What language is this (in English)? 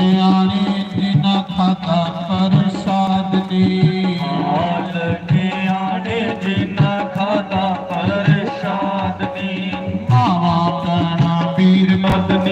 Dogri